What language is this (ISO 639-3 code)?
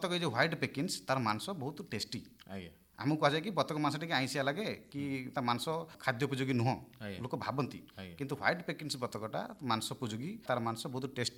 ori